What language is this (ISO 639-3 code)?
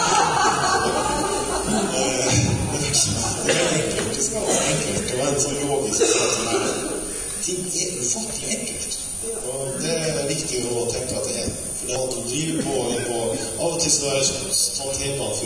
nor